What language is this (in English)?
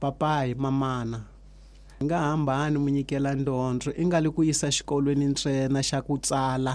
Tsonga